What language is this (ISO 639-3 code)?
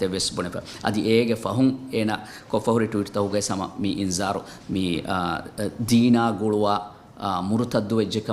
div